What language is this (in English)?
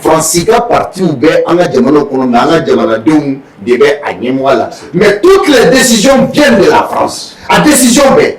Bambara